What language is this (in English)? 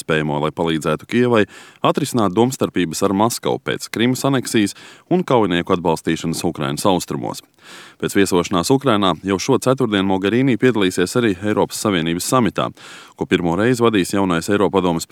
Latvian